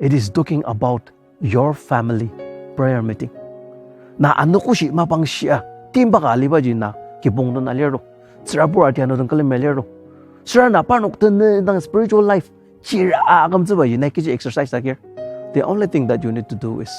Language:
Ao Naga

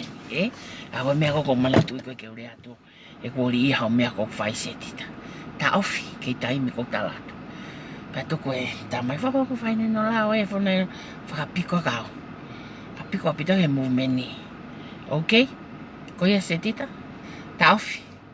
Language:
Tongan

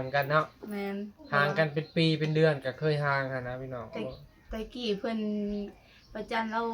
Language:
Northeastern Thai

